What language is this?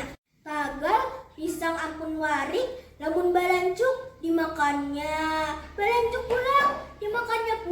Banjar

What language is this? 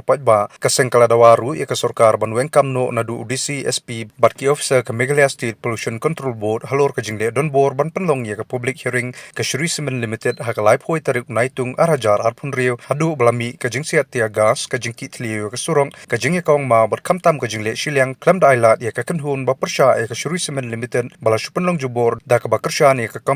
Khasi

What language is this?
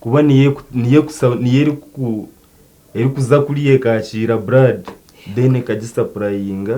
Nyankole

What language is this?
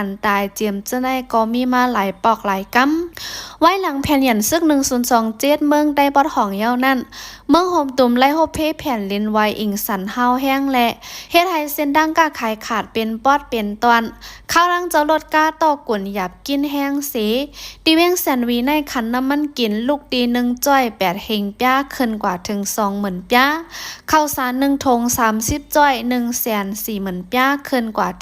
Shan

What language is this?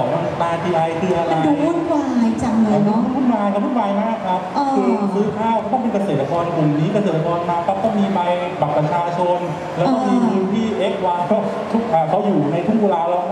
Thai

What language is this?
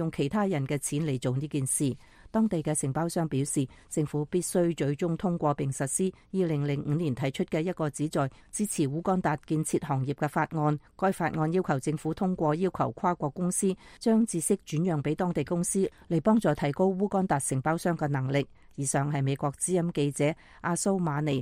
Cantonese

